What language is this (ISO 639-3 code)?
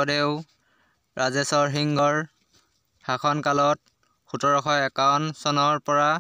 asm